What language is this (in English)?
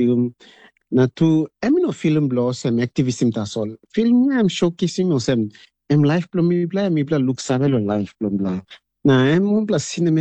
Tok Pisin